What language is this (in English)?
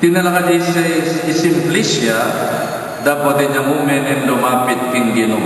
Pampanga